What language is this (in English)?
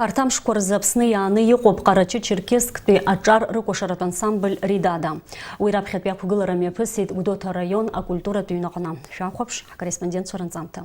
Abkhazian